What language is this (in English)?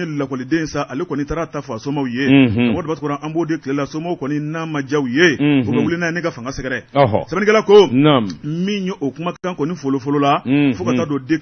Bambara